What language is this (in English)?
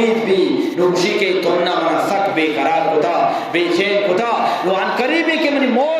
Eastern Balochi